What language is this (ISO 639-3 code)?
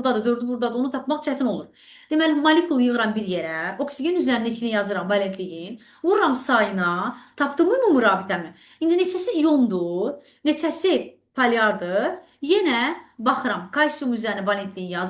aze